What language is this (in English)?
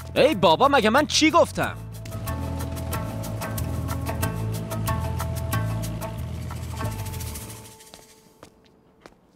Persian